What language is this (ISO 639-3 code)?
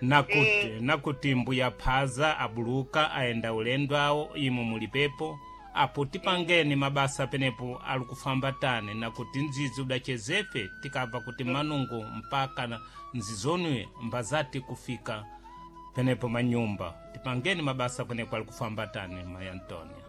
seh